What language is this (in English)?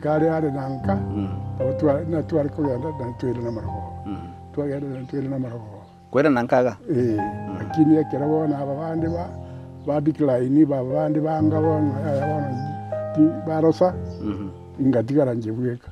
Gusii